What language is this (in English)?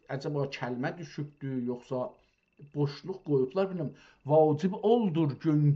South Azerbaijani